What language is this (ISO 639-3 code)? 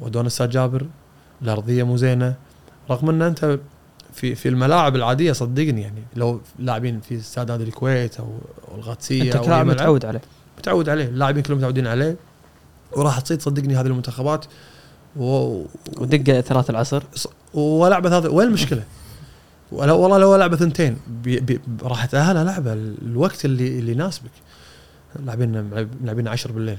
afb